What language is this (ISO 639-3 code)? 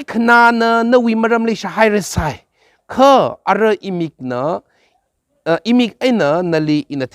nmf